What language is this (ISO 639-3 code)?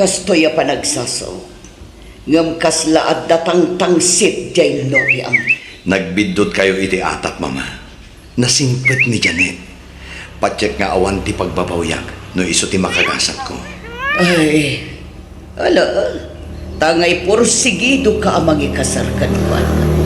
ilo